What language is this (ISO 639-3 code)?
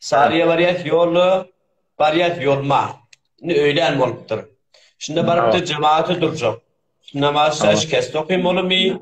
tuk